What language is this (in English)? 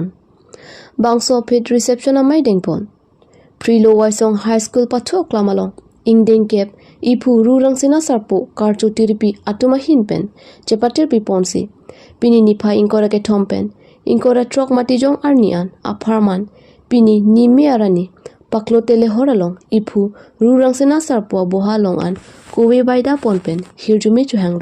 Karbi